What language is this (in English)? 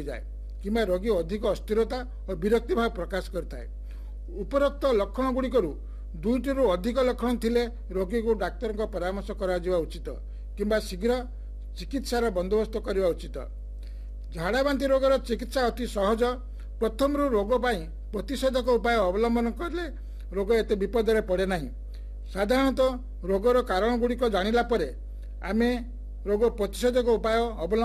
Odia